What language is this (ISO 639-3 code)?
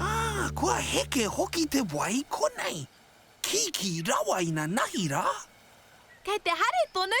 mri